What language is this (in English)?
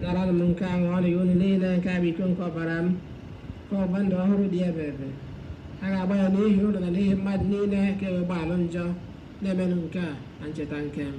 Igbo